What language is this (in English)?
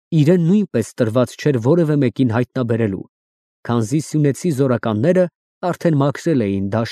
Armenian